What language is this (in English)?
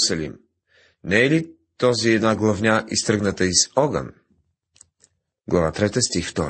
Bulgarian